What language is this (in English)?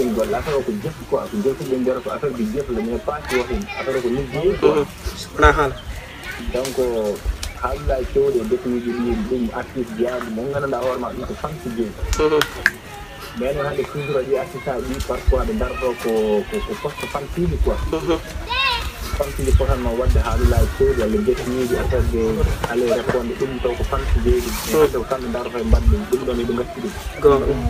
Pular